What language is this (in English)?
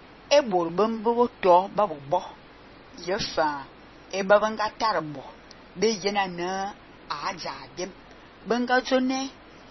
Fang